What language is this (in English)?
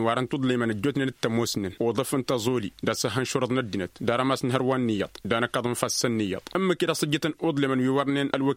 Tamasheq